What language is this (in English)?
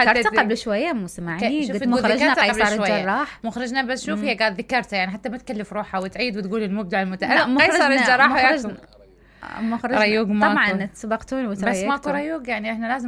Mesopotamian Arabic